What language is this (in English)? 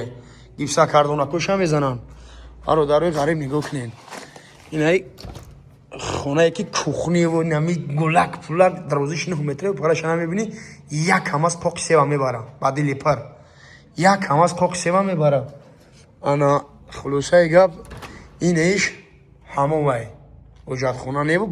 Tajik